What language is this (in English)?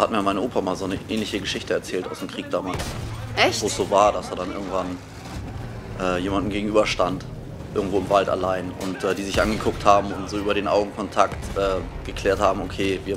German